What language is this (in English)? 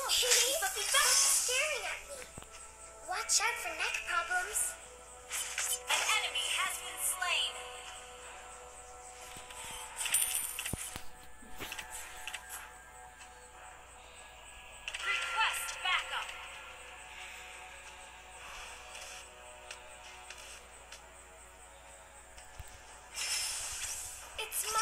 English